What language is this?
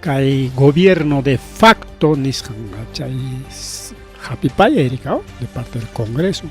Ayacucho Quechua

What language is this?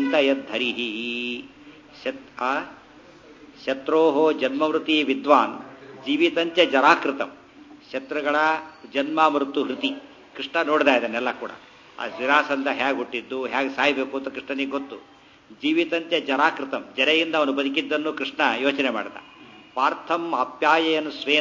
Kannada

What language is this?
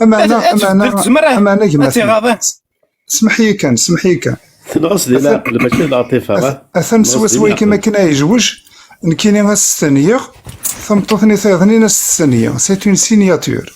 Kabyle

